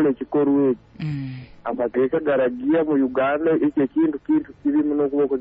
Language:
Nyoro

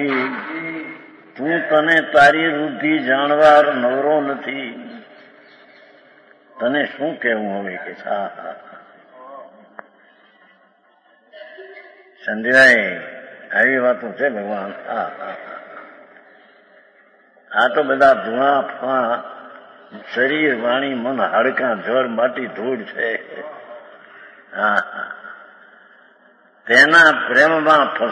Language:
Gujarati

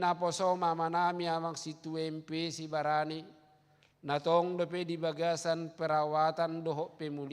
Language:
Batak Toba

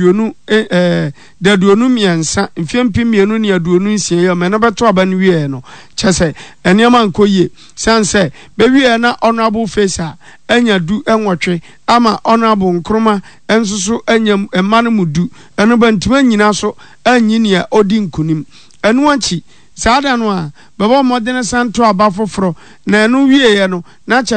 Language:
Akan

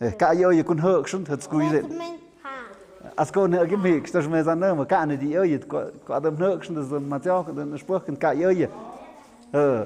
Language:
Tlahuitoltepec Mixe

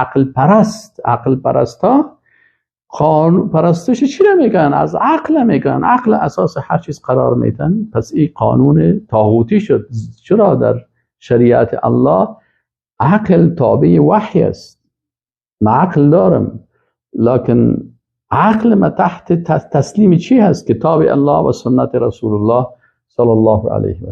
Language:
Persian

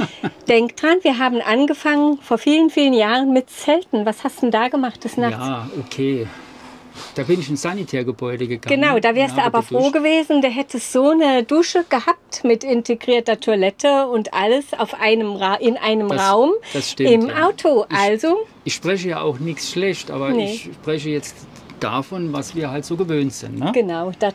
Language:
German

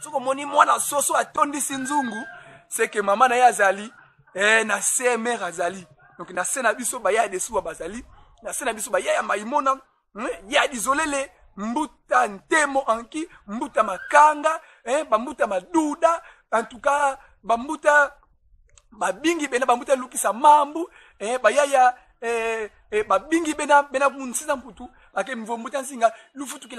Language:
Kongo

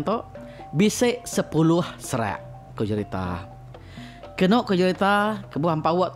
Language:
Iban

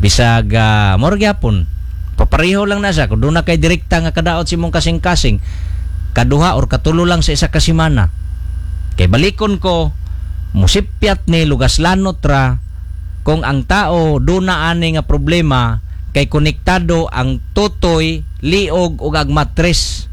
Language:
Cebuano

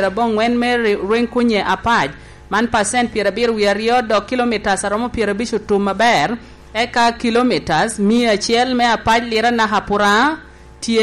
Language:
Lango (Uganda)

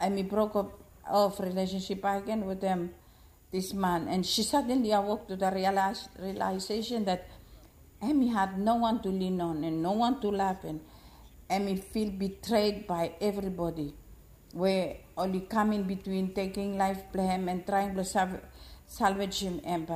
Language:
Bislama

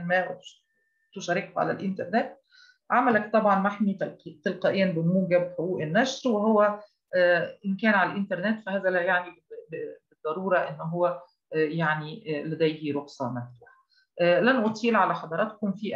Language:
Arabic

